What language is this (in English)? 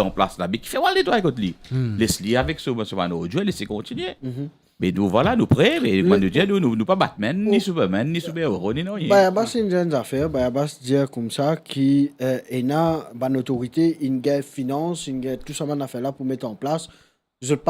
Morisyen